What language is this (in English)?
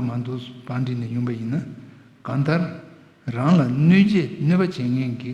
Tibetan